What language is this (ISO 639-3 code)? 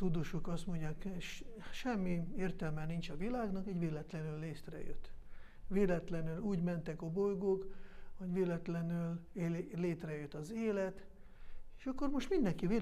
hun